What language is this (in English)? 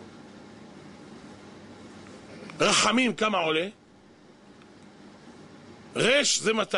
Hebrew